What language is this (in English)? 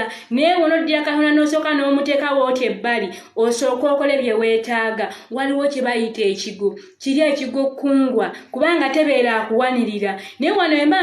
Ganda